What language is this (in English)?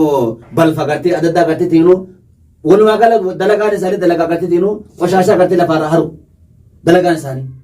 Oromo